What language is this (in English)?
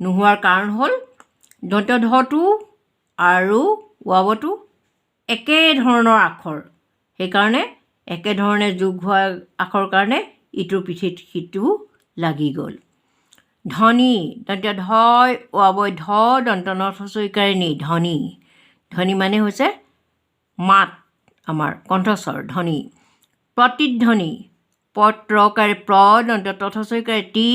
Assamese